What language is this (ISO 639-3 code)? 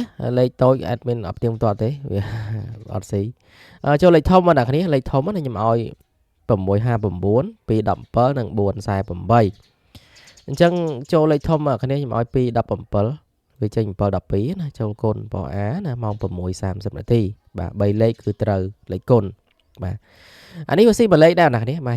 khm